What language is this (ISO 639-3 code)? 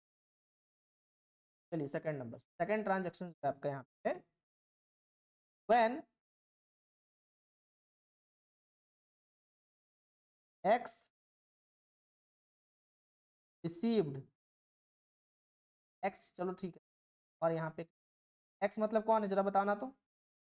hin